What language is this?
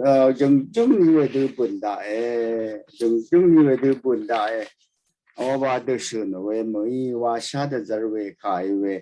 Rawang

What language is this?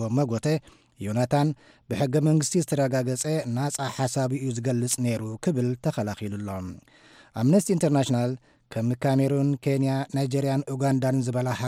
Tigrinya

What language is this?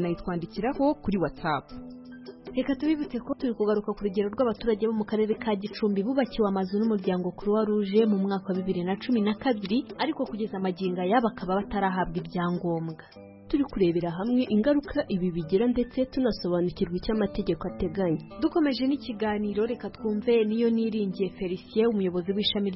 Kinyarwanda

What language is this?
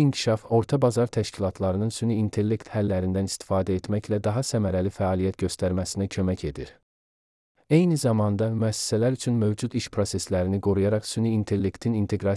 Azerbaijani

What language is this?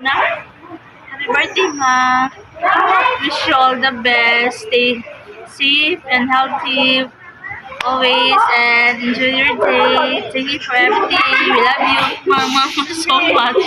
Cebuano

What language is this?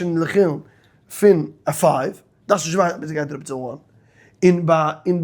Yiddish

